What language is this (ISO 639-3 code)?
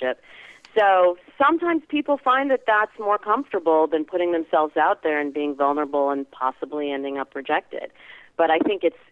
eng